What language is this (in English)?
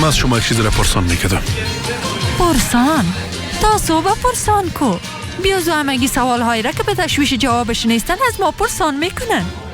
Persian